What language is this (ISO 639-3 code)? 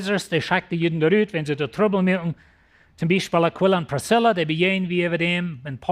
pdt